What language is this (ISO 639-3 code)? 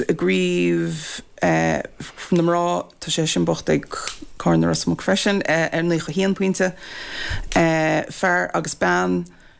gle